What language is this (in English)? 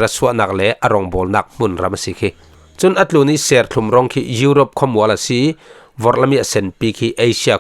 Falam Chin